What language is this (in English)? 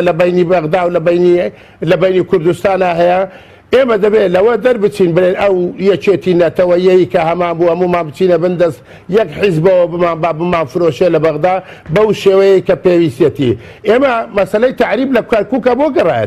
Central Kurdish